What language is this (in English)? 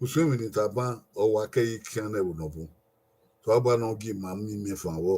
Bini